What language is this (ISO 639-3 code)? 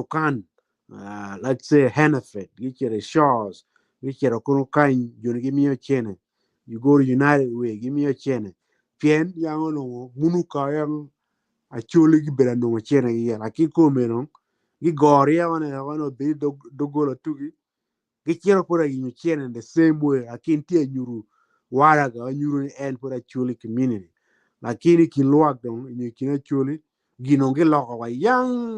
ach